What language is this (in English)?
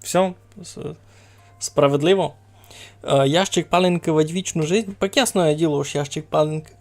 Rusyn